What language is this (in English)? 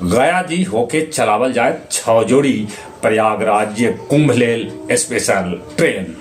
Magahi